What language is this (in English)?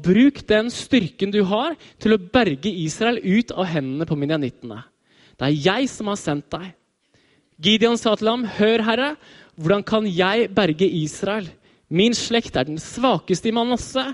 Norwegian